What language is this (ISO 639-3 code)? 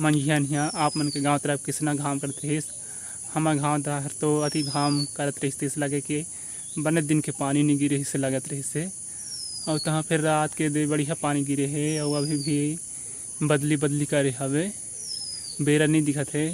hne